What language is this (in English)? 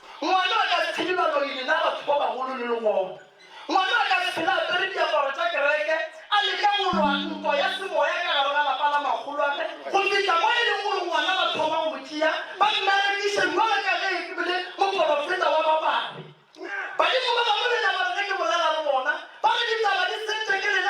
Northern Sotho